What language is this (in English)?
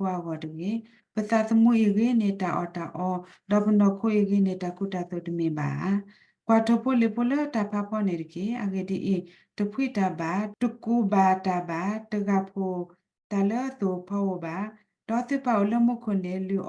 S'gaw Karen